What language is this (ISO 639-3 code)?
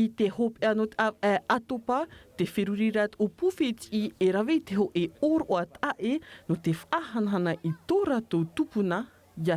tah